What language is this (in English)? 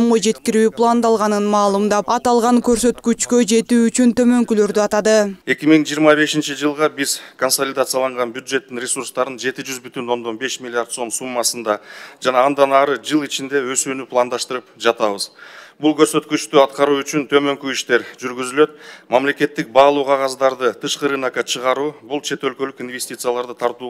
Kyrgyz